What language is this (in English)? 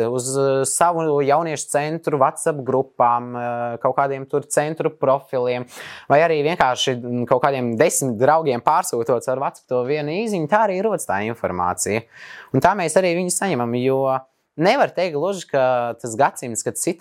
Latvian